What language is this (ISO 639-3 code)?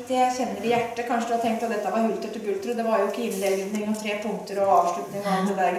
nor